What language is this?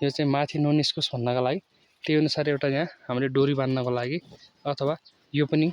Nepali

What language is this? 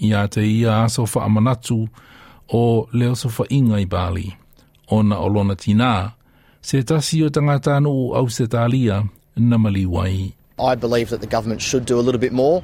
Samoan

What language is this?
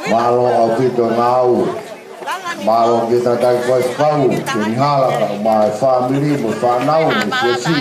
Tongan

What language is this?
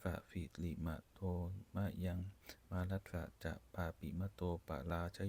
Pali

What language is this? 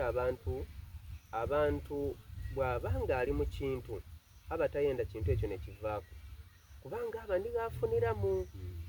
Soga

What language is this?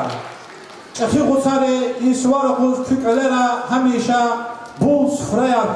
Lezghian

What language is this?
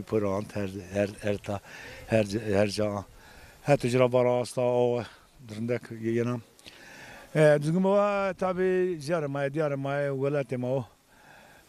Zaza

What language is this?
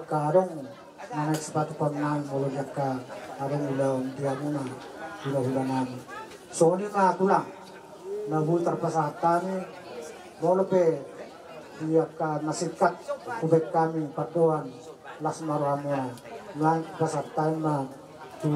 Batak Toba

